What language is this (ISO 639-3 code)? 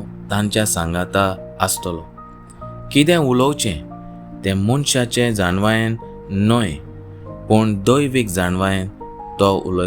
kok